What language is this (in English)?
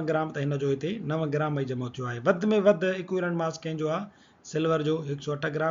Sindhi